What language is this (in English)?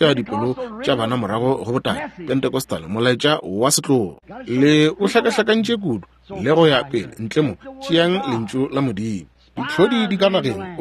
Northern Sotho